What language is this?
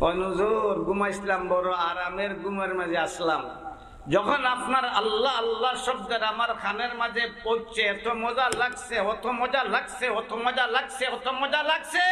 Sylheti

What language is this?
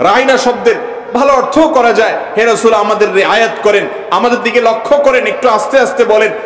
Bangla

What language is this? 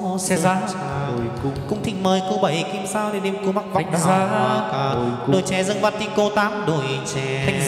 Vietnamese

